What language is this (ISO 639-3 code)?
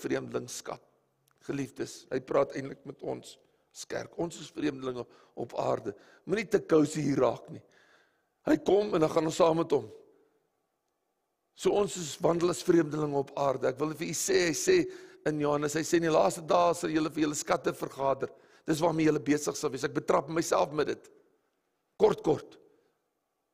afr